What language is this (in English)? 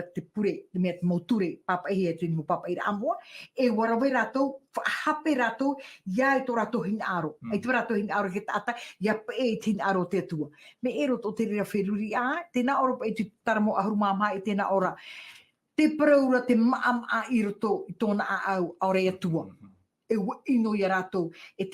Tahitian